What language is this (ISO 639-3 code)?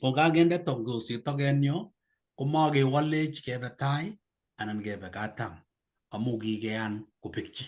kln